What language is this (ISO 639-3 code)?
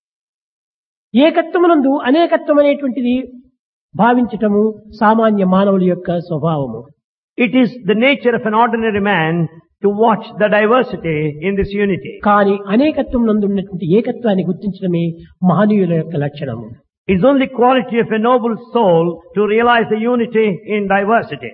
tel